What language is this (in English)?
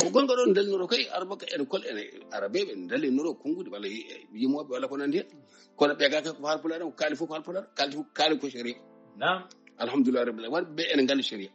Fula